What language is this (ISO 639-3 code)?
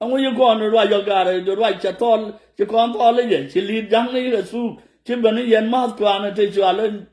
nus